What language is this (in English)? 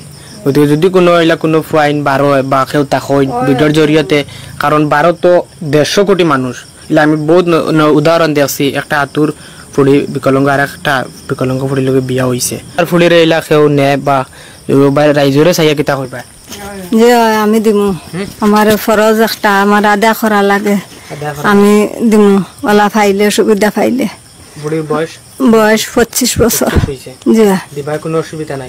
Sylheti